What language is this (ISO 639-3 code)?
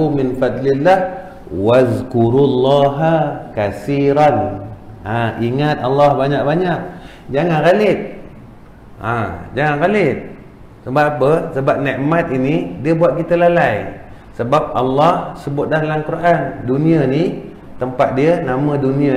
msa